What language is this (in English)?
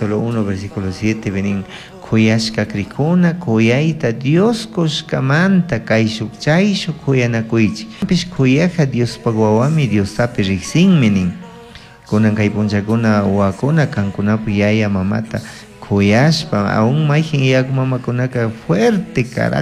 Chimborazo Highland Quichua